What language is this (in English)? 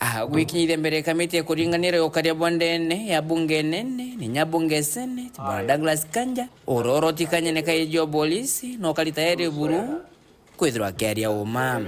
Meru